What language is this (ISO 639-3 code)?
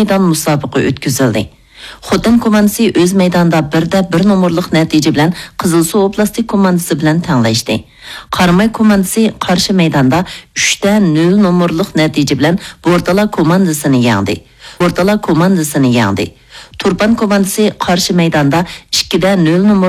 uig